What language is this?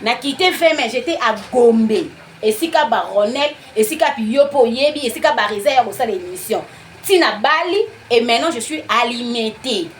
Lingala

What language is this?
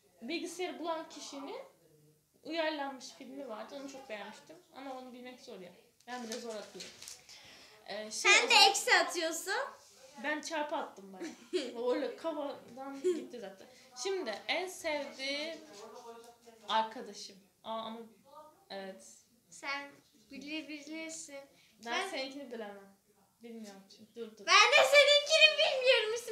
Turkish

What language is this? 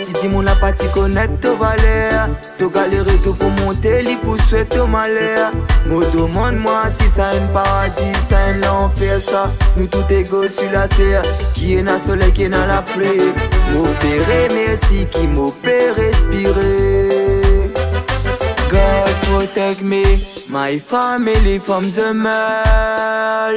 Réunion Creole French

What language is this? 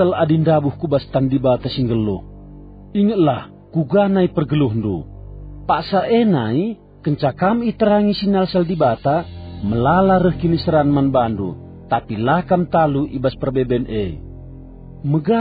Batak Karo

